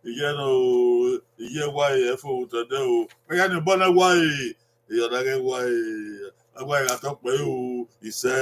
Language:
Bini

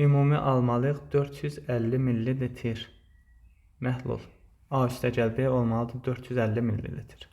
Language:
Azerbaijani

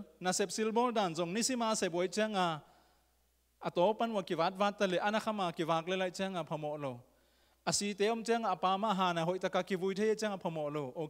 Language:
Tedim Chin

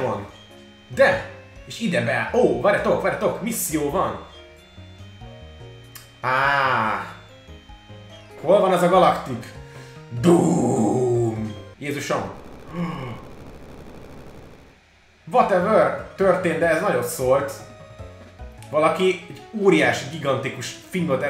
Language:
Hungarian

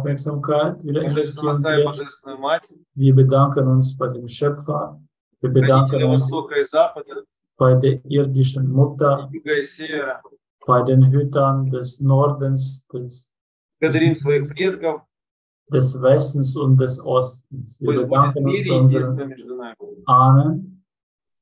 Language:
German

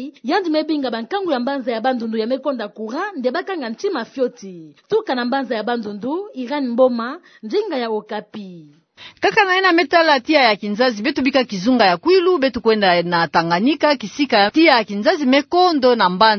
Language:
Kituba (Democratic Republic of Congo)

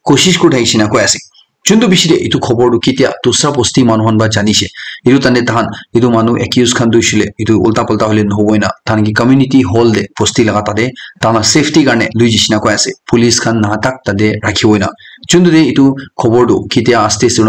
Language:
Naga Pidgin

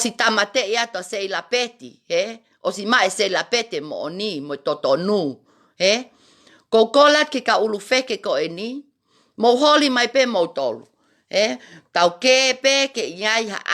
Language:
Tongan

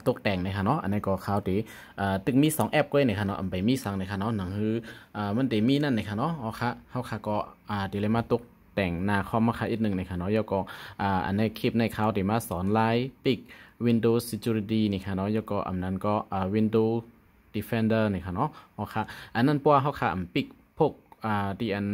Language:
Shan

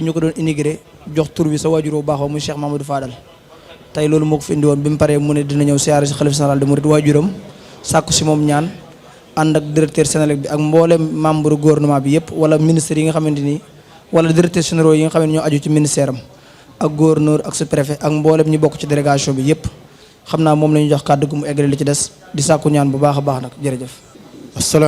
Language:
Wolof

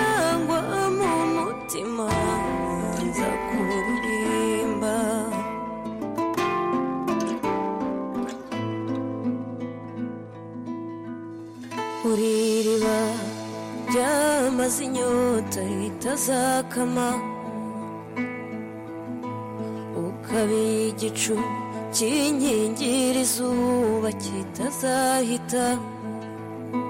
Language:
Kinyarwanda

